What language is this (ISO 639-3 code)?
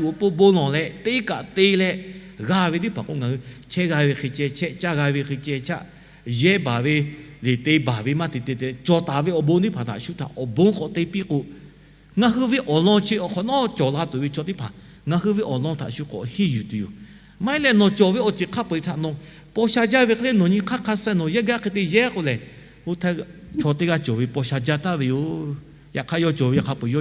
lhu